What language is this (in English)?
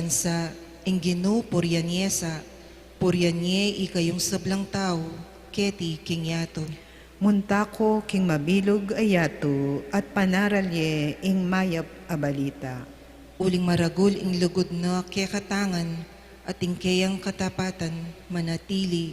Pampanga